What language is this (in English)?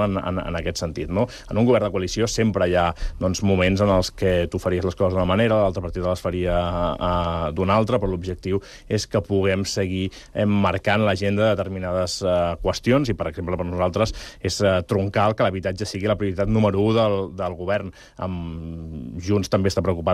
Catalan